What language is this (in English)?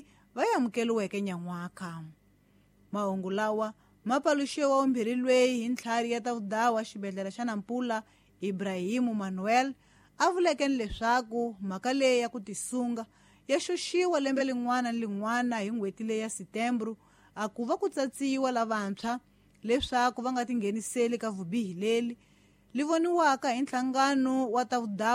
Tsonga